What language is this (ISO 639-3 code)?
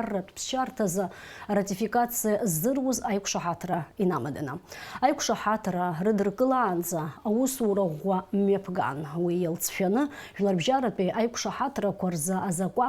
abk